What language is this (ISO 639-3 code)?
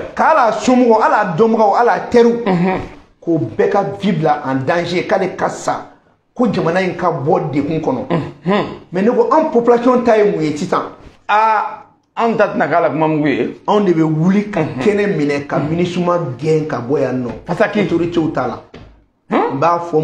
bam